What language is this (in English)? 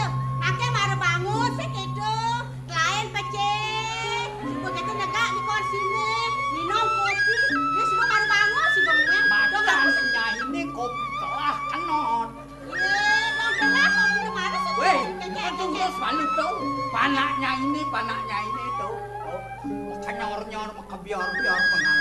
Balinese